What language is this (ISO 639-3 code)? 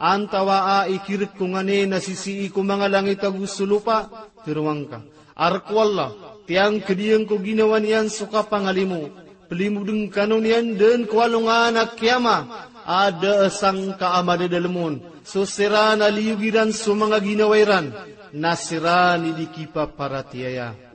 mrw